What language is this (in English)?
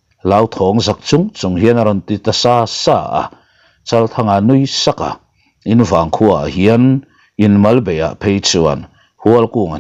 Mizo